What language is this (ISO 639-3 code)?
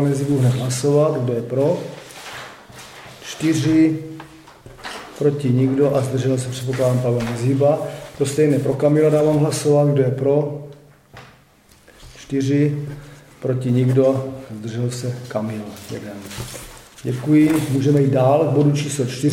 ces